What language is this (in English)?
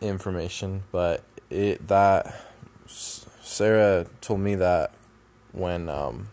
English